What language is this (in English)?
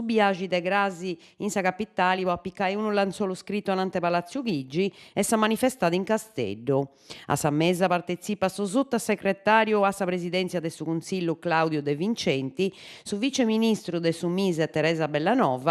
Sardinian